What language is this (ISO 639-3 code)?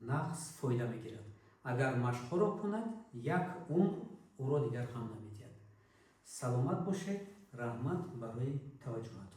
tgk